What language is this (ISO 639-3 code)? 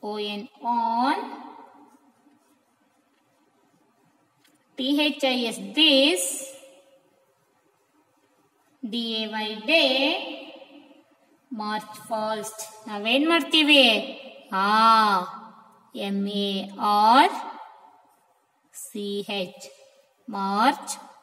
kan